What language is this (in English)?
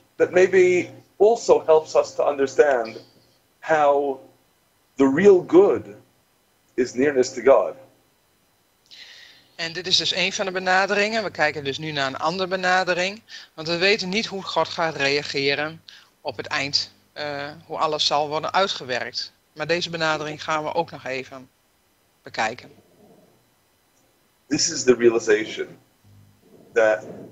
Dutch